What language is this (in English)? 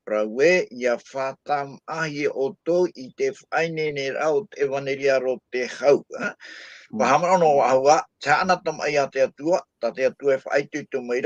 Tahitian